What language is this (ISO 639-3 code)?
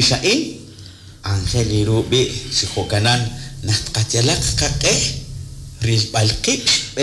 kek